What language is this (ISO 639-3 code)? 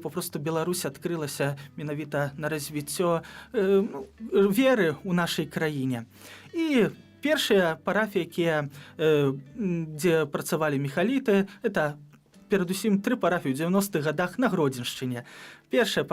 bel